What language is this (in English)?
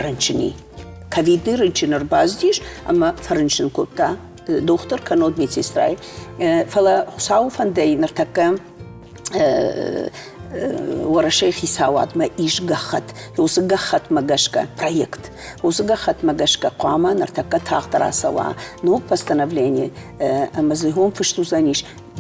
Ossetic